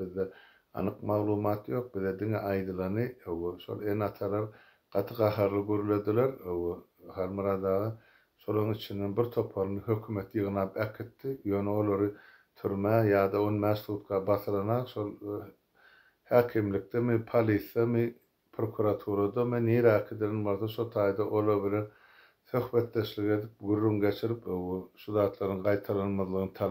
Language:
Turkmen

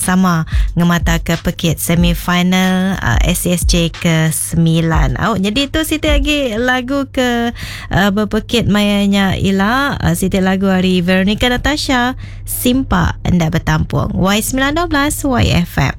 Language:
Iban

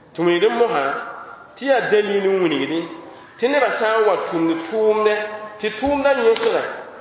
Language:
Mossi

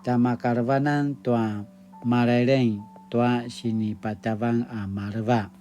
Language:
Paiwan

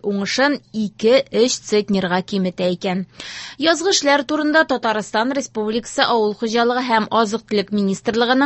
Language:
Tatar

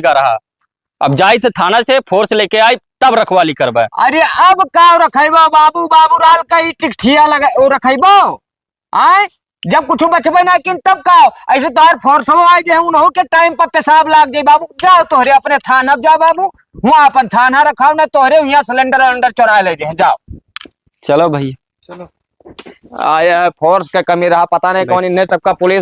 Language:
Awadhi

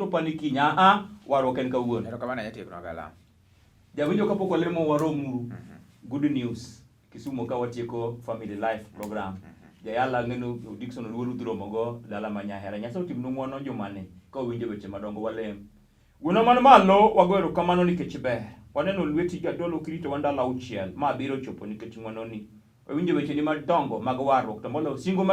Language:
Luo (Kenya and Tanzania)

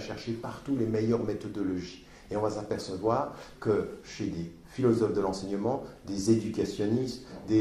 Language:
French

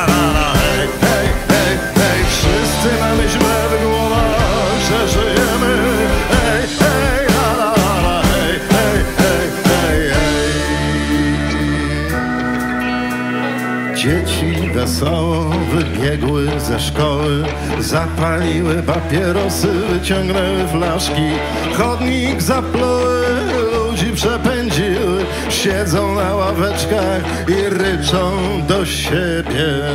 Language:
Polish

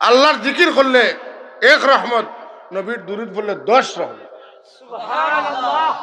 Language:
Sylheti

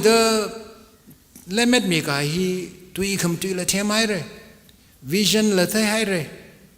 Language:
Tangkhul Naga (India)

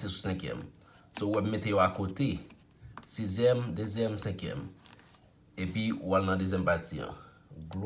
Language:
Haitian Creole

